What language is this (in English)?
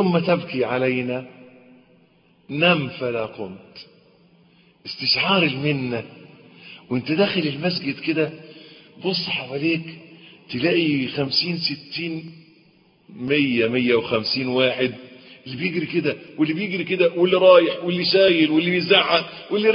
Egyptian Arabic